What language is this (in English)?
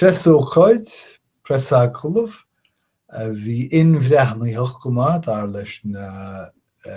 Irish